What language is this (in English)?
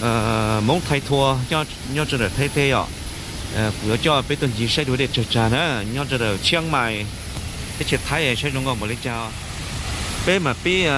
Hmong